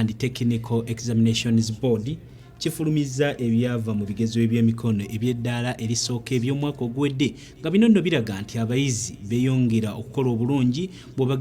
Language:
Ganda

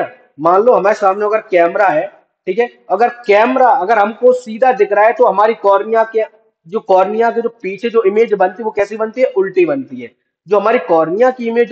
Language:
Hindi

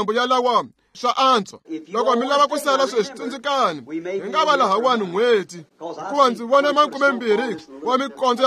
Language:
Tsonga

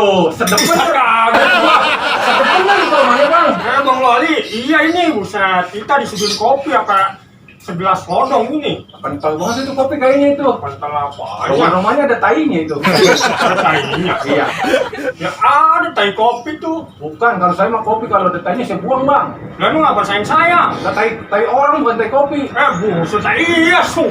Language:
Betawi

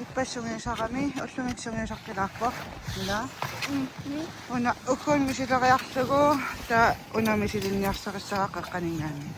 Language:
Kalaallisut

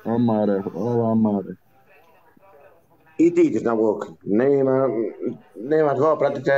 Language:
Bosnian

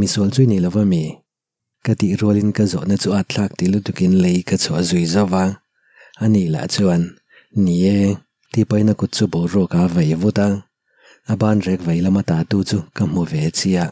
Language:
Mizo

